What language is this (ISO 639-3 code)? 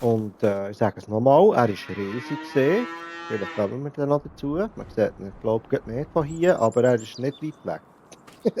gsw